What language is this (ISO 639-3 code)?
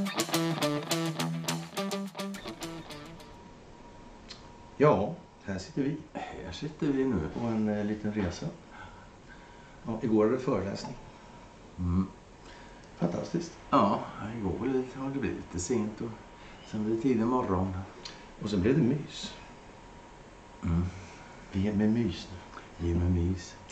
swe